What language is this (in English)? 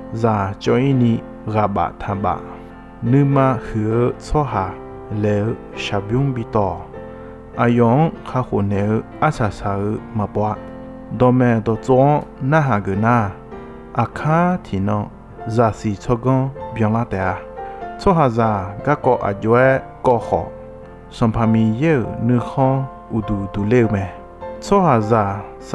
Akha